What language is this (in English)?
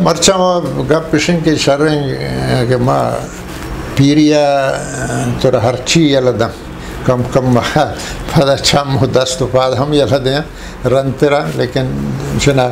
Eastern Balochi